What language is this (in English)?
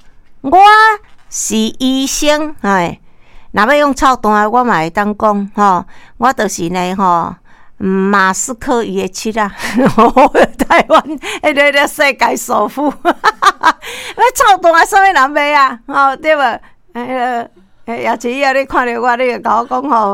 Min Nan Chinese